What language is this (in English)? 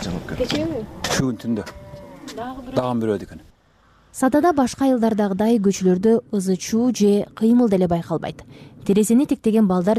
Kyrgyz